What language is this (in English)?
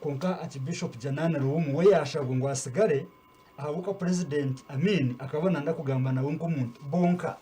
Nyankole